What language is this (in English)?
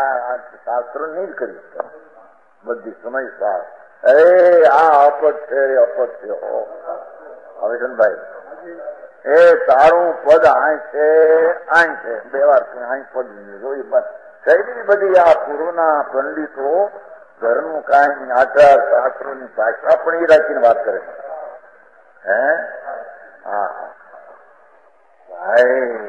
Gujarati